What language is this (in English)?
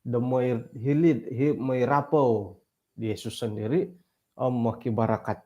Central Dusun